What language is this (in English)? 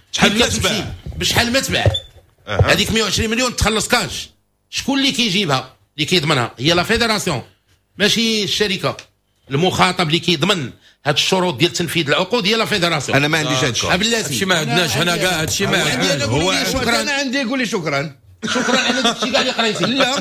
Moroccan Arabic